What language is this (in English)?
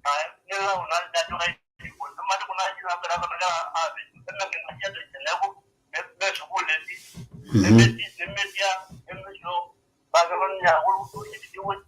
Masai